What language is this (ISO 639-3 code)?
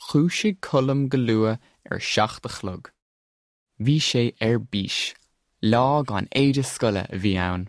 gle